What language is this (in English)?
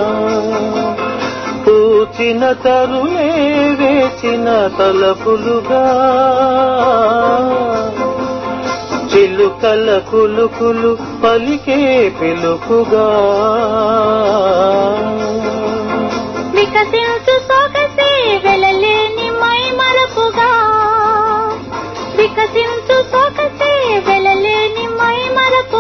Telugu